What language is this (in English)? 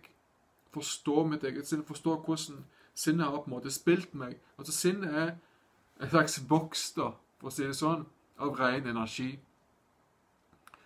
Norwegian